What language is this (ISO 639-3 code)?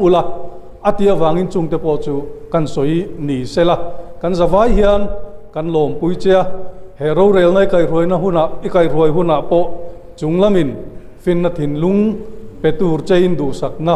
lus